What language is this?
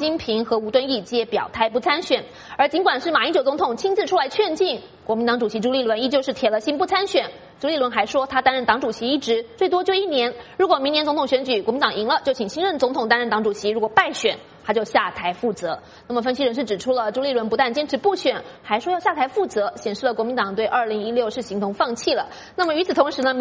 Chinese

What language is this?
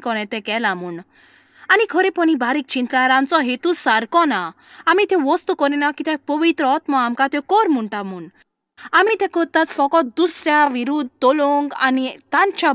Konkani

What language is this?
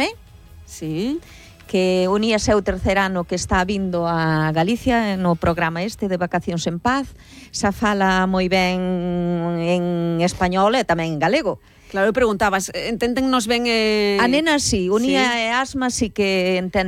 Galician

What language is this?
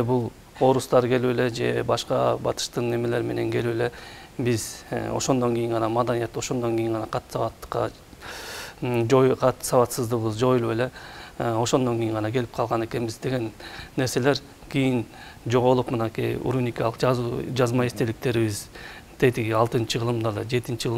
Kyrgyz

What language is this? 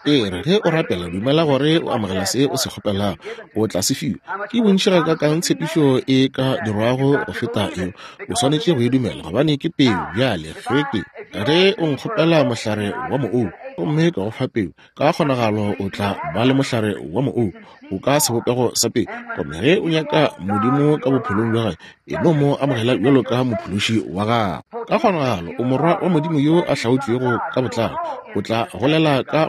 Northern Sotho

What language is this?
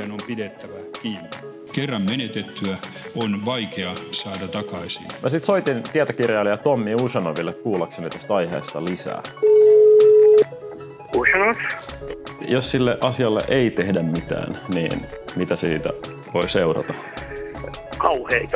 Finnish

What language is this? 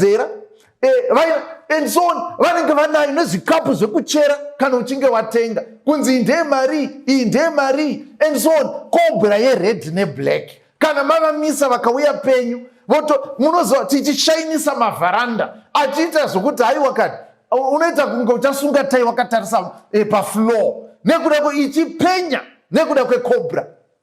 Shona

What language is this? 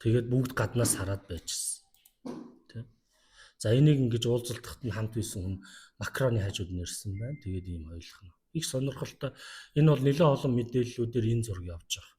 Mongolian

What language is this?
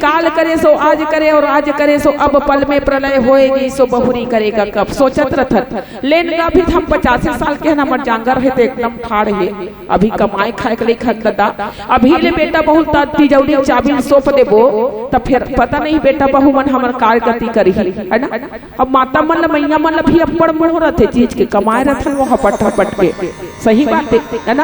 Chhattisgarhi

